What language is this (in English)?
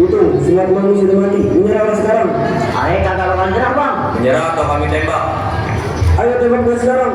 Betawi